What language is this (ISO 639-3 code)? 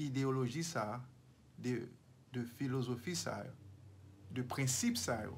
hat